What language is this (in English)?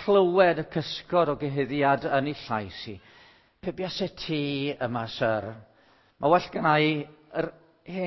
Welsh